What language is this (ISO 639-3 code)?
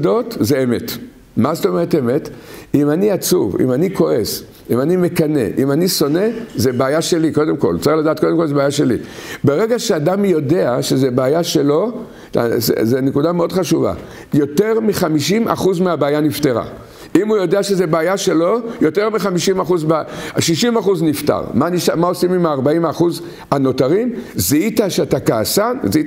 heb